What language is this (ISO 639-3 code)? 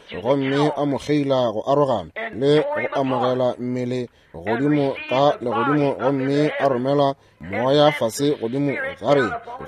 nso